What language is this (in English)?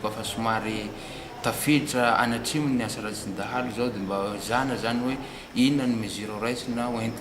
Malagasy